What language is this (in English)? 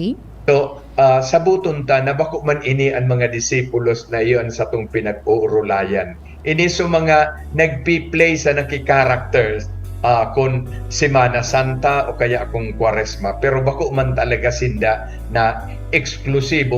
Bikol